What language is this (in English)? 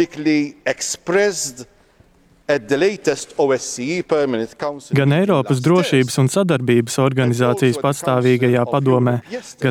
Latvian